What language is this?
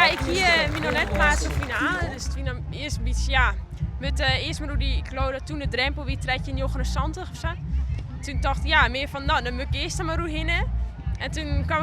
Western Frisian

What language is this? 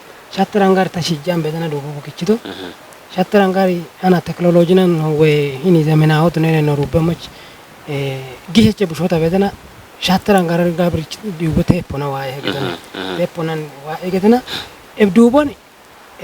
Kafa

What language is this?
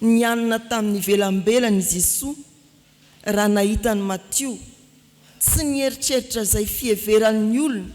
Malagasy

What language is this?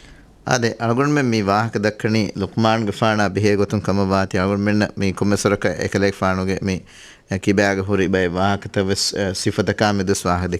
Divehi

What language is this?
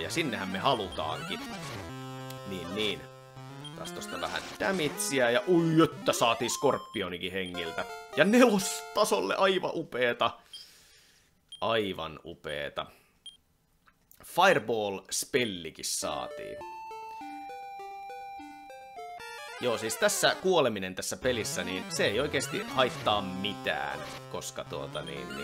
Finnish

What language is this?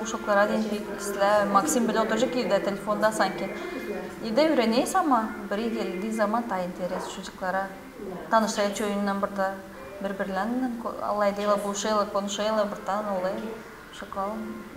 Gagauz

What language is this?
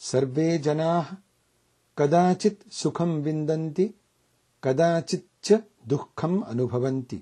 Sanskrit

